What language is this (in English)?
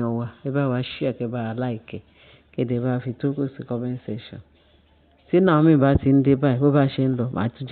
Yoruba